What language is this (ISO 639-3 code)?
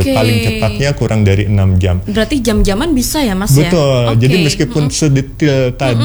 ind